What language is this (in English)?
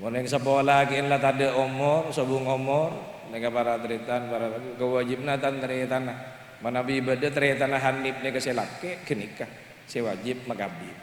Madurese